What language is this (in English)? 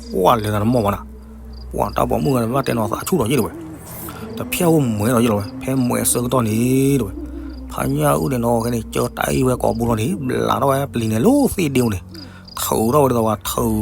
S'gaw Karen